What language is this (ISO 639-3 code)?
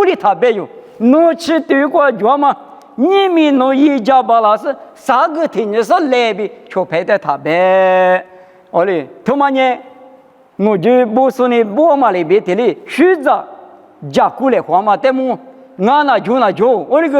lis